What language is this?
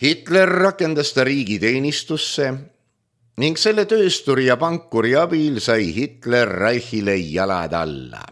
Estonian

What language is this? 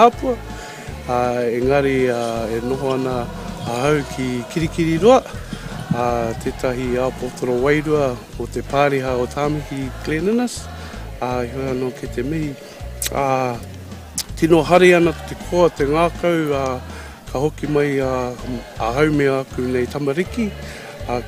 Māori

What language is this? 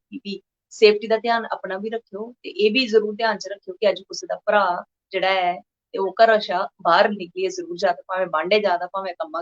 Dogri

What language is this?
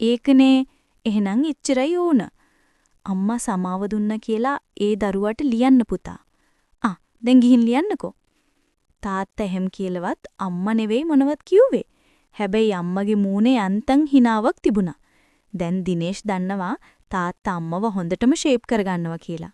Sinhala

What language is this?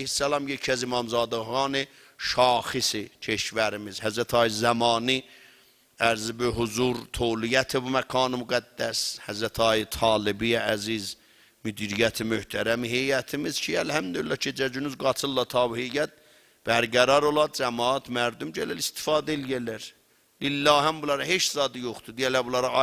South Azerbaijani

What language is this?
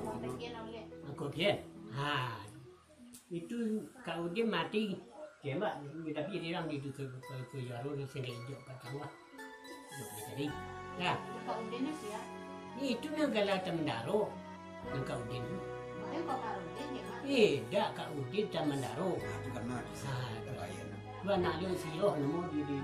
Minangkabau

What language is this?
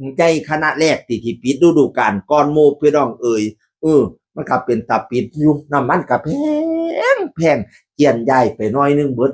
Northeastern Thai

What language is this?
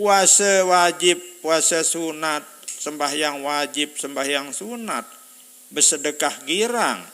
Sasak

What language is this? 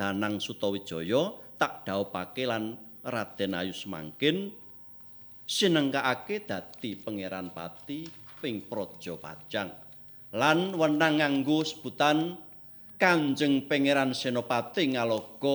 Javanese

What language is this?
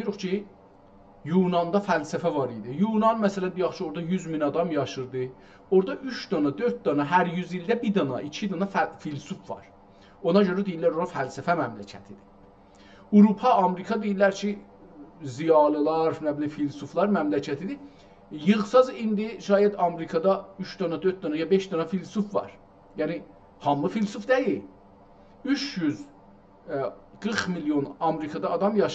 South Azerbaijani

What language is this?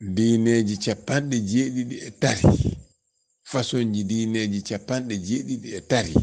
Fula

